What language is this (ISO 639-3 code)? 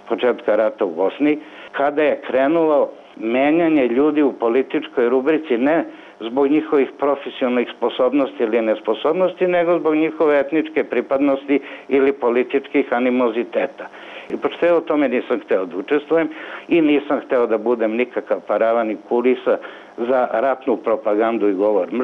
srp